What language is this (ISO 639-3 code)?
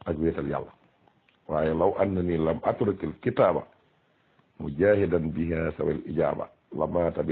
wol